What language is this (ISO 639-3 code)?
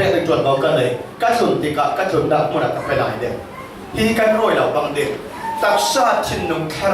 cfm